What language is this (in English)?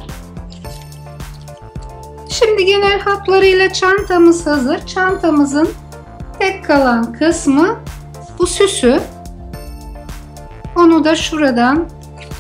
Turkish